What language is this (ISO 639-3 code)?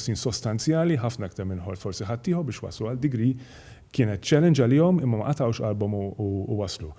mlt